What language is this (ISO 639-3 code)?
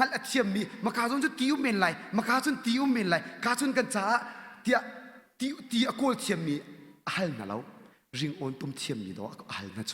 cnh